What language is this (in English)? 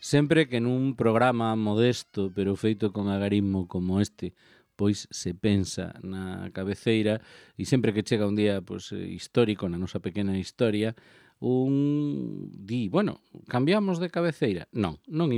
Galician